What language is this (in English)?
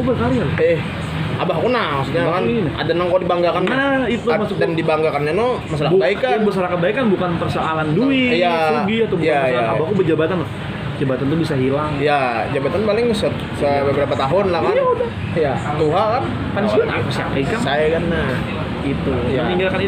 Banjar